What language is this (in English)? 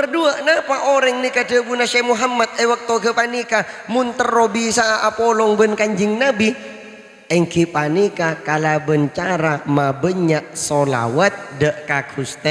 Madurese